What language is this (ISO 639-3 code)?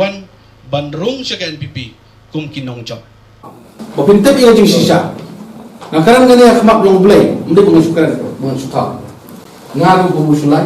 kha